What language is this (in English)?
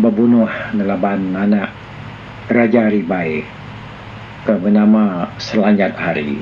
Iban